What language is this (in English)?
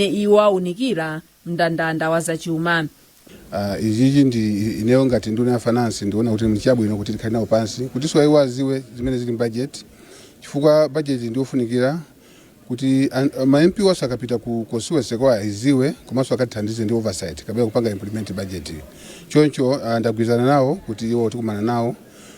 Nyanja